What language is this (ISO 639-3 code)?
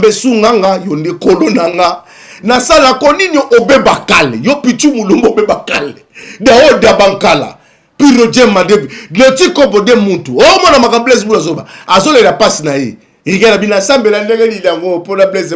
lin